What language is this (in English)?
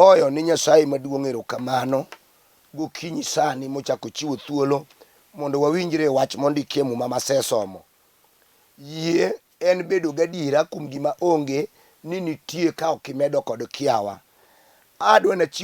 Luo (Kenya and Tanzania)